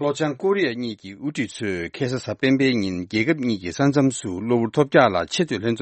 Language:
Tibetan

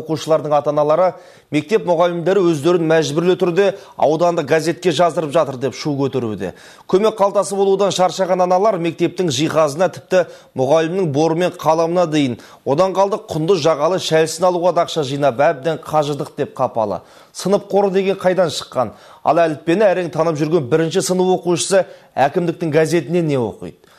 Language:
Kazakh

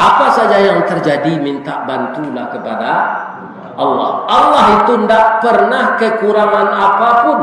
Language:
Minangkabau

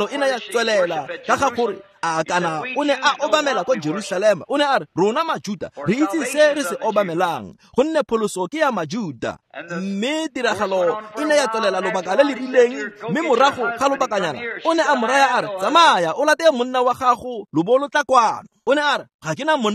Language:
Tswana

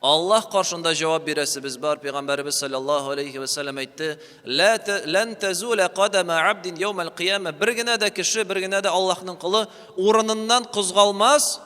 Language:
Tatar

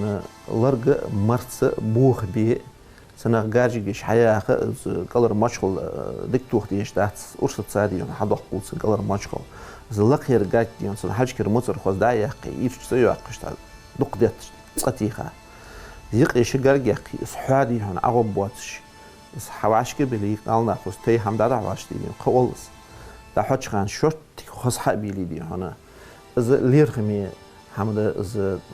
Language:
Ingush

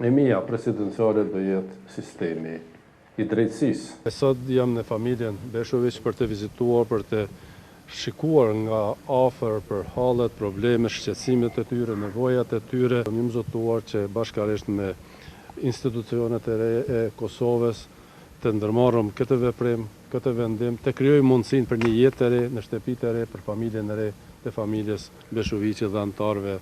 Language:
Albanian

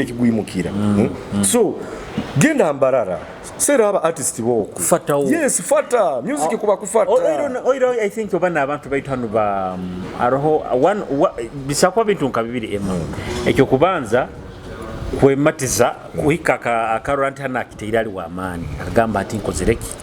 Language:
Nyoro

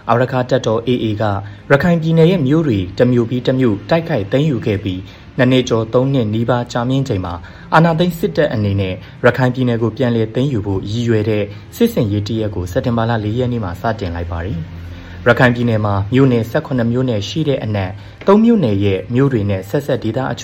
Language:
Burmese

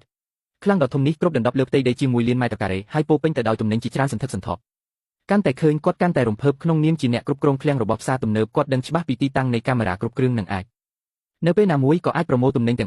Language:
Khmer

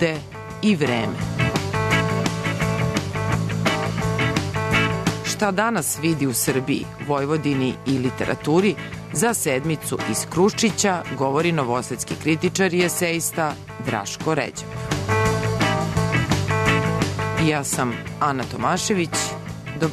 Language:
Serbian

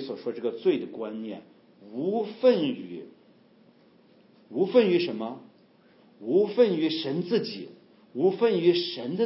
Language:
Chinese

